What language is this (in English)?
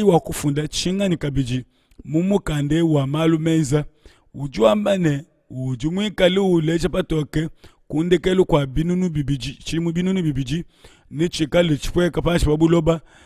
Luba-Lulua